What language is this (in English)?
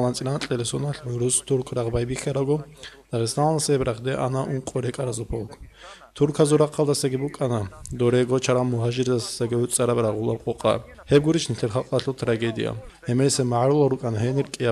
Avaric